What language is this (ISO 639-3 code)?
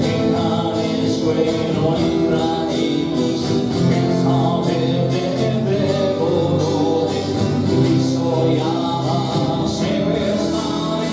srd